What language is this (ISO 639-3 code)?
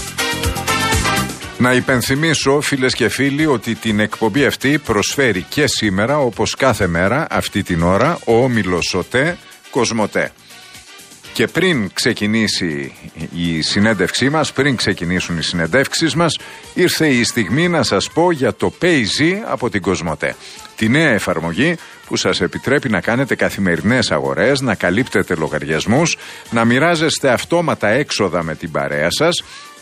ell